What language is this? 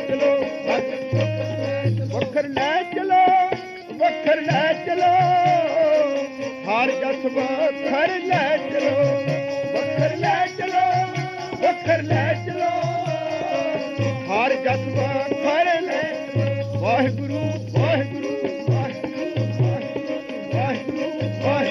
Punjabi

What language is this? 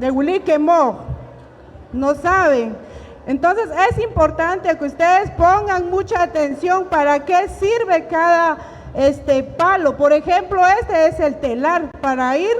Poqomchi'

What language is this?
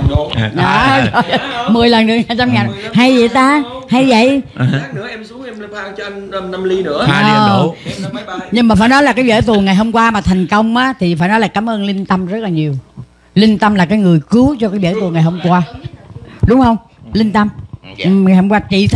Vietnamese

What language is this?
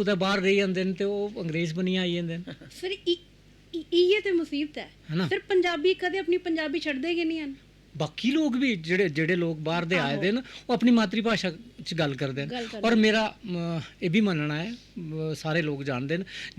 Dogri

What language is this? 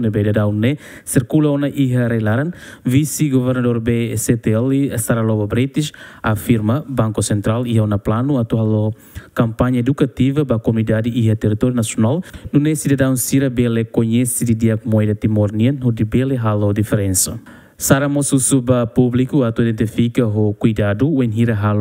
Tetum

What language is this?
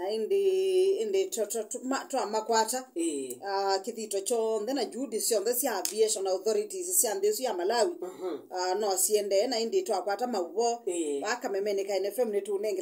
Kamba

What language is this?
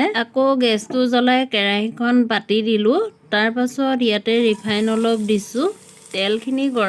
Assamese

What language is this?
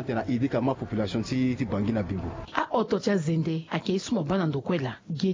Sango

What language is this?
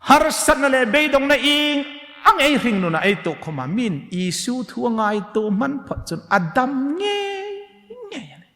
Hmar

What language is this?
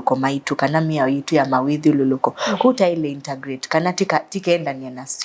Kamba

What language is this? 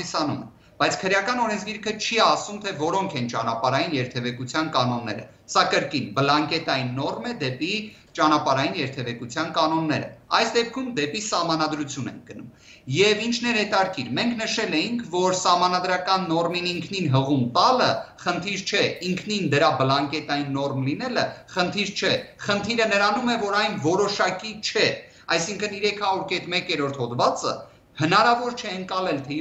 Armenian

